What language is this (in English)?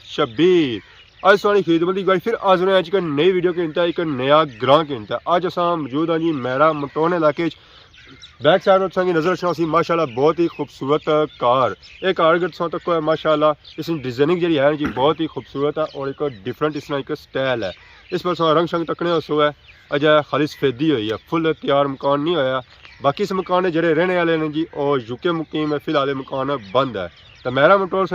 Pahari-Potwari